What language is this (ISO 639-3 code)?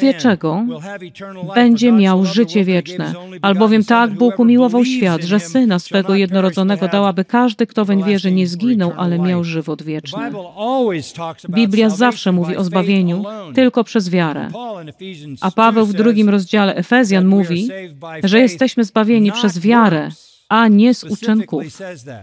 pol